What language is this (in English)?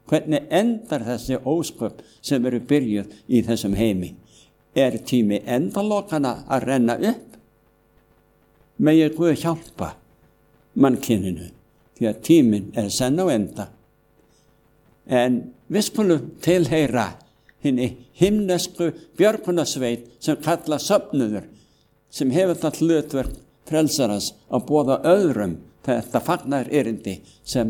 Icelandic